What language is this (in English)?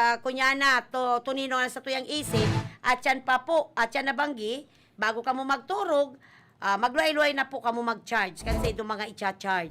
Bikol